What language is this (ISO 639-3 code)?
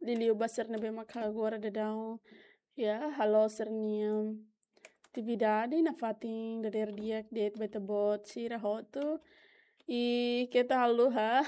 tet